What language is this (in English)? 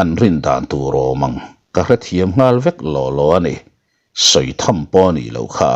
Mizo